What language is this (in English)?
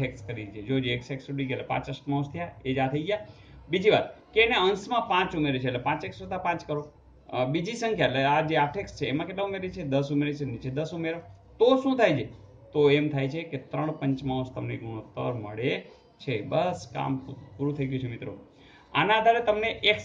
Gujarati